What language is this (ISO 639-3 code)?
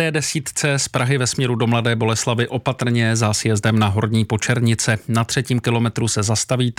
ces